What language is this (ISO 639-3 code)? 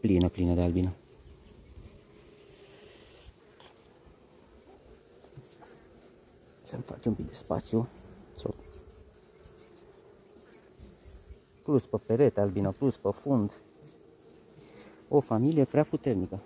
ron